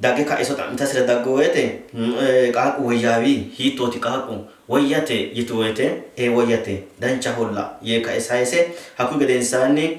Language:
Sidamo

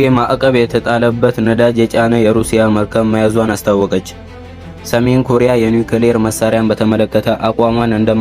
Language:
Amharic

